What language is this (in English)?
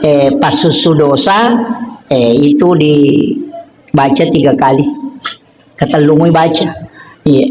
Buginese